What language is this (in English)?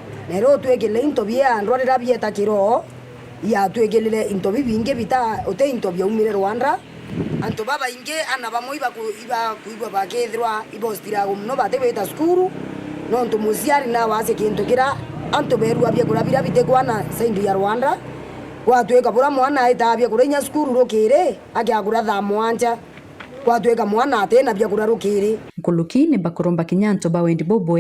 Meru